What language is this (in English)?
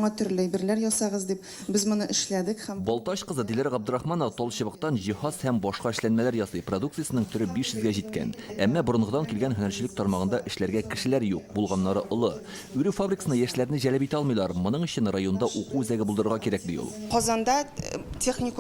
Tatar